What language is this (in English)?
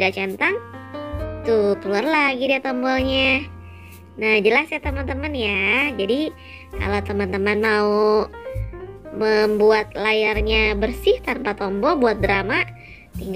Indonesian